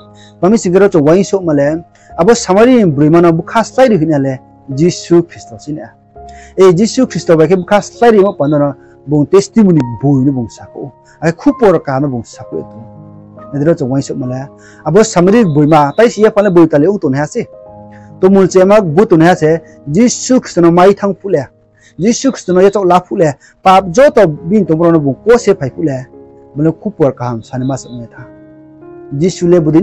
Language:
Riang (India)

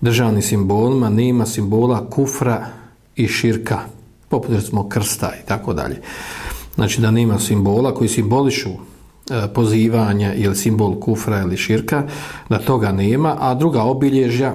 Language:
Serbian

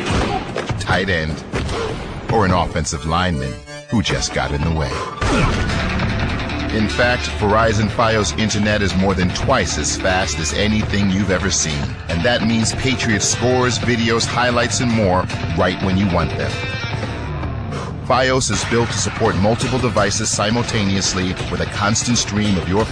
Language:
English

